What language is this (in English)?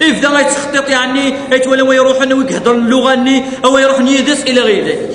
Kabyle